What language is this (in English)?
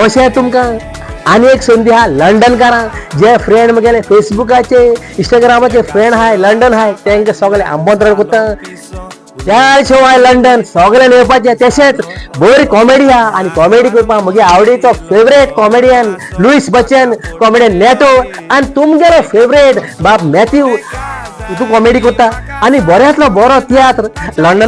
Konkani